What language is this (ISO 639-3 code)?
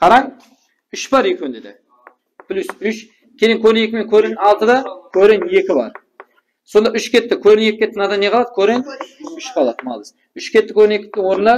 kaa